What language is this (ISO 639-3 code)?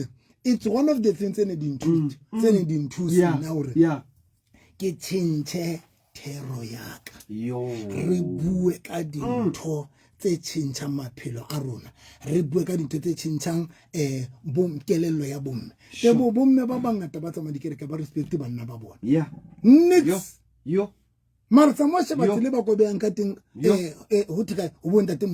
sot